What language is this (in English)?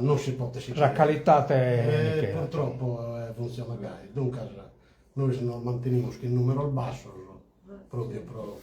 Sardinian